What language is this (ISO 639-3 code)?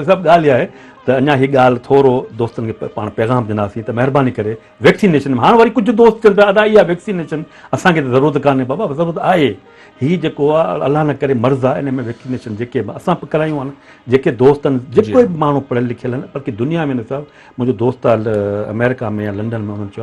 snd